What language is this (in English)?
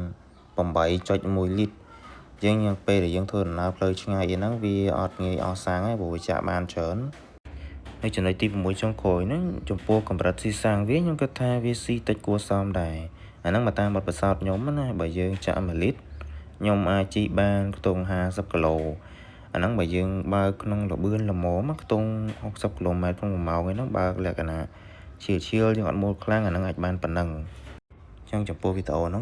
Khmer